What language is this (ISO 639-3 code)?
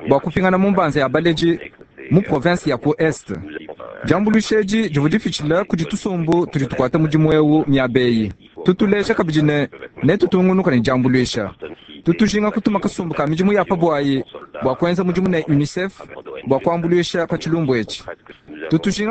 lua